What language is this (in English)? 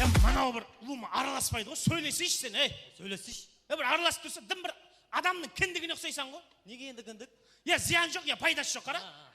Kara-Kalpak